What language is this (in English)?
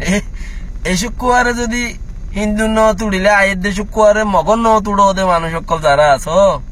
Rohingya